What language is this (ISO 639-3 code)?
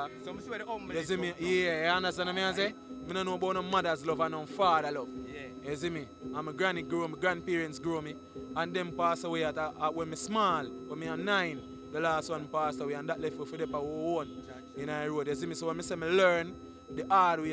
jam